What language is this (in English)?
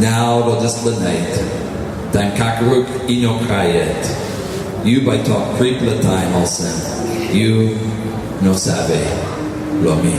Tok Pisin